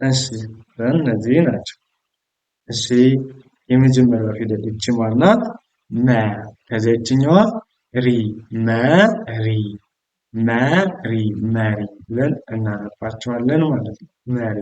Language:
Amharic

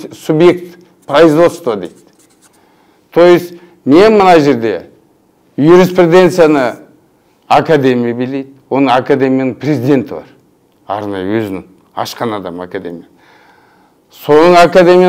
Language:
Kazakh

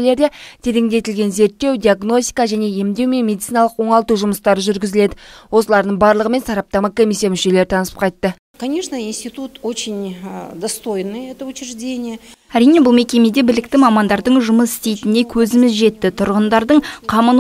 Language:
Kazakh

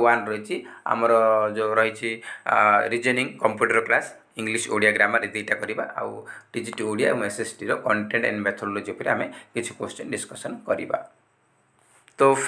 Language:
Odia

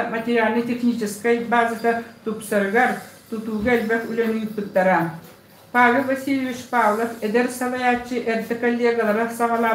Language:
Yakut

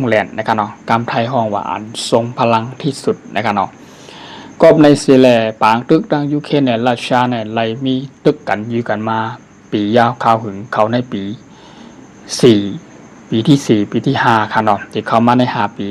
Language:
Shan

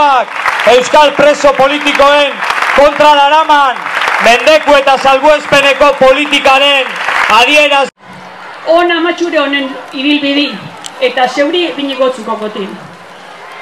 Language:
Basque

